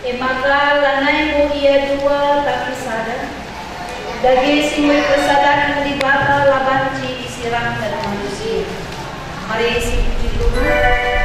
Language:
Batak Karo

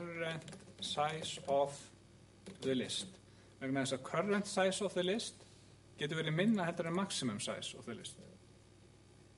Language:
Icelandic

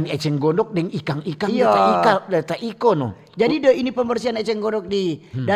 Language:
Manado Malay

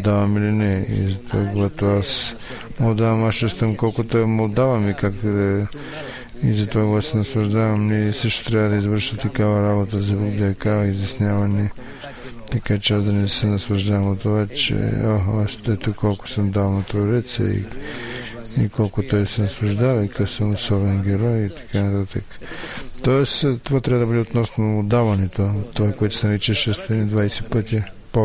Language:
Bulgarian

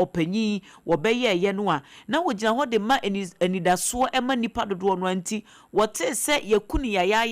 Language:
Akan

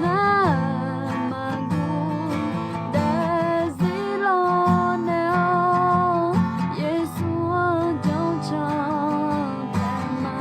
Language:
Akha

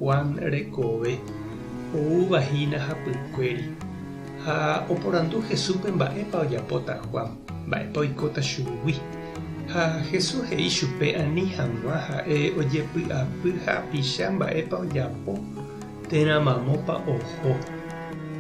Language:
Guarani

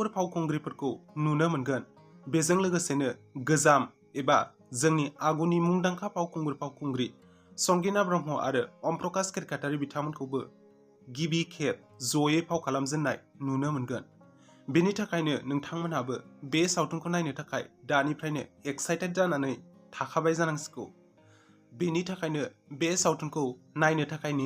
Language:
Bodo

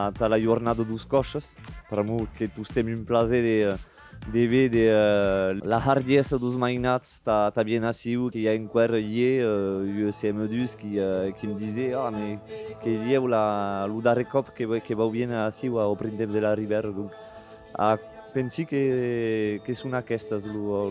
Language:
Occitan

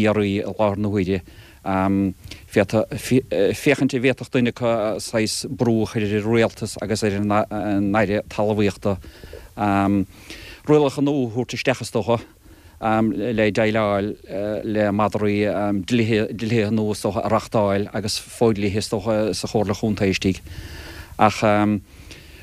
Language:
Irish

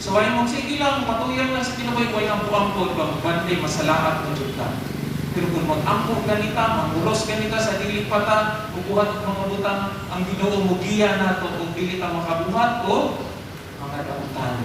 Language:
Cebuano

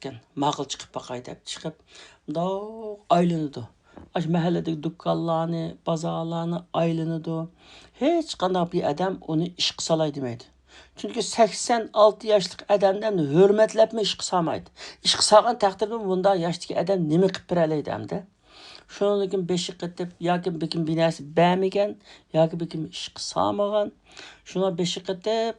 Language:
Uyghur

